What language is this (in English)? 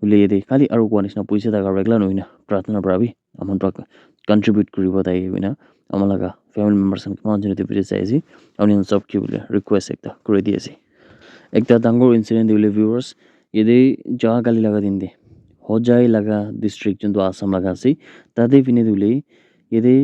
Naga Pidgin